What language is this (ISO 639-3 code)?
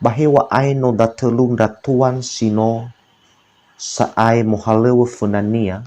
nia